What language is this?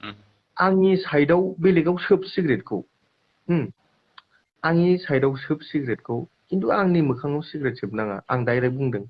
Bodo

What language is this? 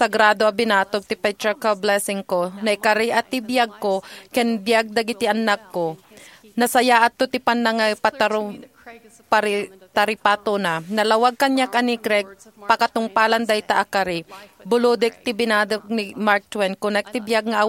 Iloko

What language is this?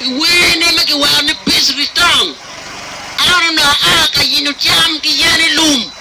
Acoli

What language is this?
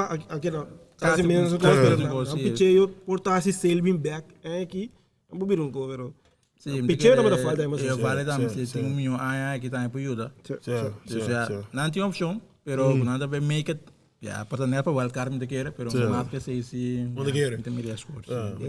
Papiamento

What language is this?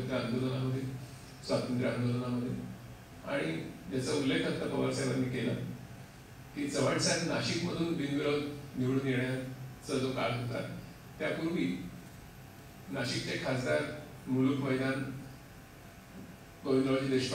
Marathi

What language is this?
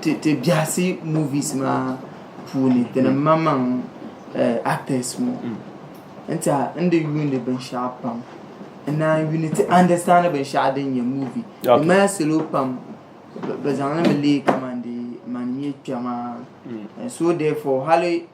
Dagbani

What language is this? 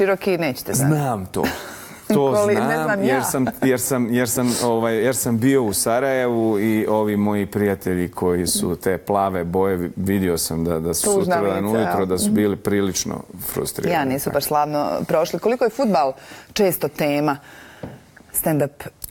Bosnian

